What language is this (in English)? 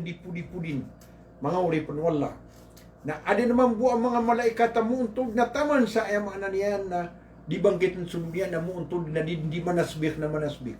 Maranao